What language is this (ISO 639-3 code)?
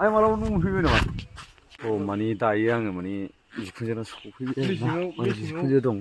brx